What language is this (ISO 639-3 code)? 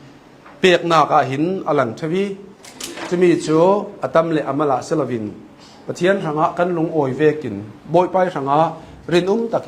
cnh